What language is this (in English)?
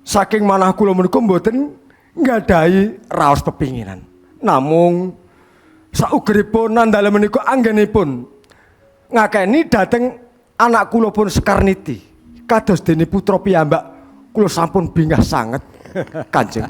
Javanese